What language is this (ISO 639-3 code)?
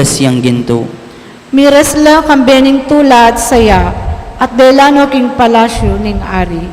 pam